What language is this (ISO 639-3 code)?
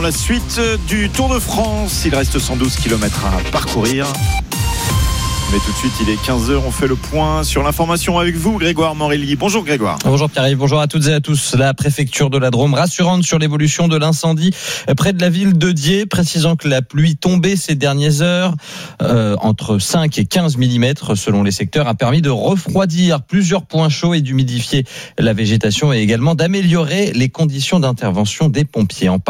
fra